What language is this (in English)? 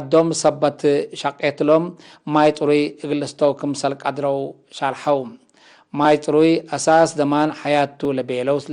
Tigre